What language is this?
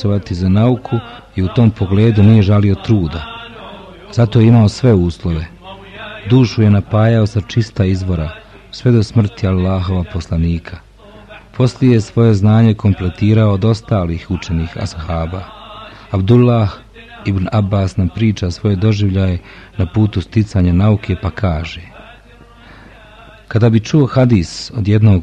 Bosnian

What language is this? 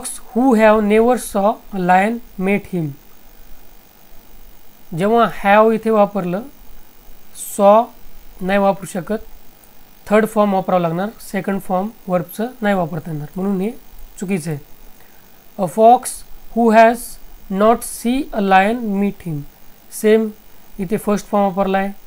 Marathi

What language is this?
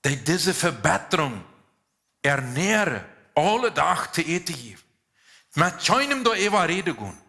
Plautdietsch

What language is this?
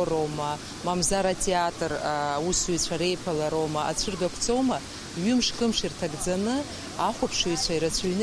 Abkhazian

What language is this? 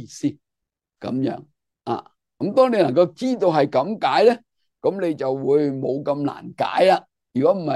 Cantonese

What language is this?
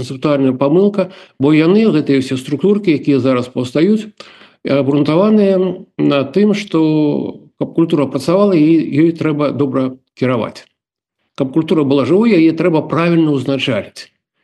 Belarusian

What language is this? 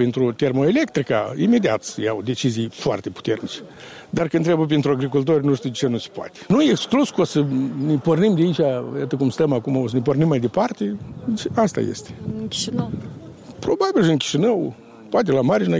Romanian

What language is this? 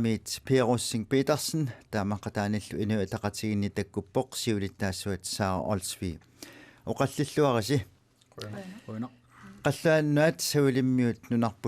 Kalaallisut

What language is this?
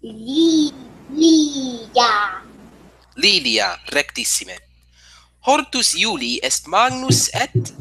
Latin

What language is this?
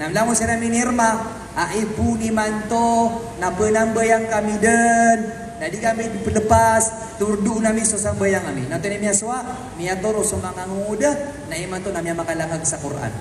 Maranao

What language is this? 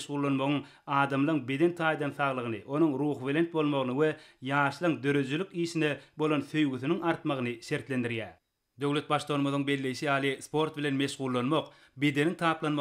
Turkmen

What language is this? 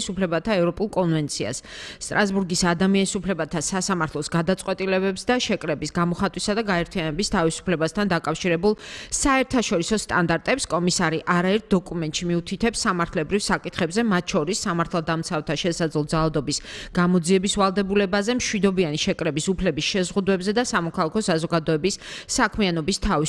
Georgian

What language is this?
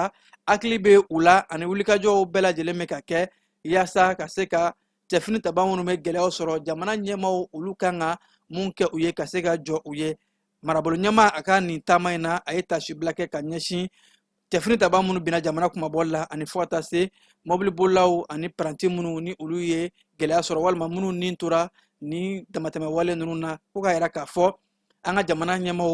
Bambara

